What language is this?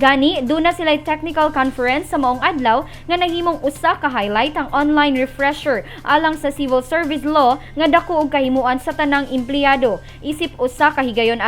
Cebuano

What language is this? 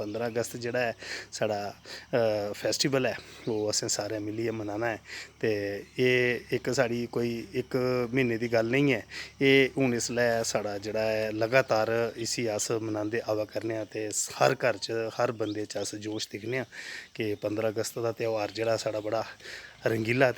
Dogri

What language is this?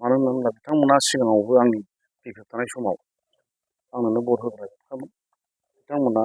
Bodo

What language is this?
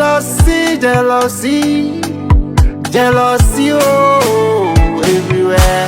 Ewe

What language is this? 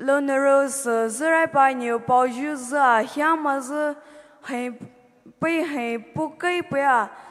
Poumei Naga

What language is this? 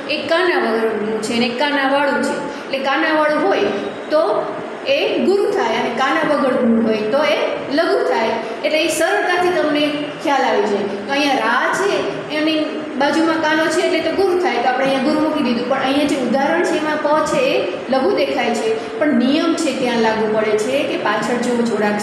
Gujarati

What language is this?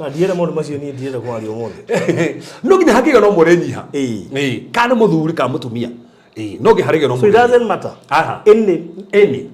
Kikuyu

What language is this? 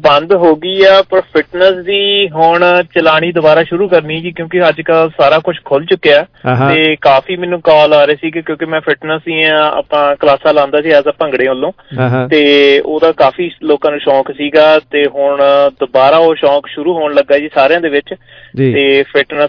Punjabi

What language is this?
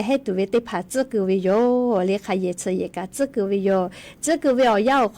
Lahu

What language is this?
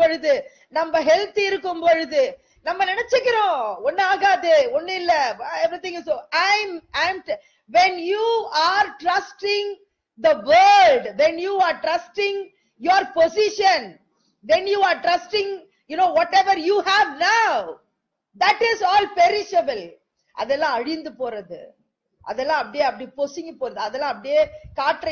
Tamil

